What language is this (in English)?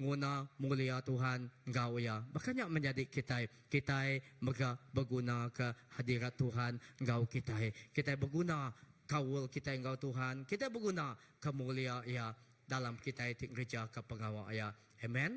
Iban